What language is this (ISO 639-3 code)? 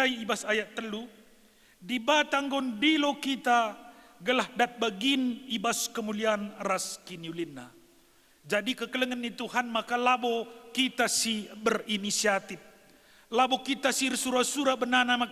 btx